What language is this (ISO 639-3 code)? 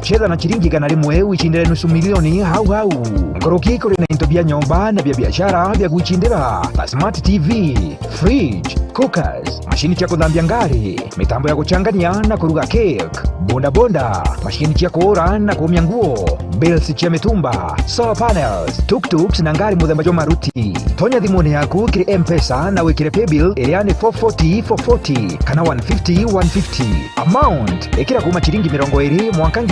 mer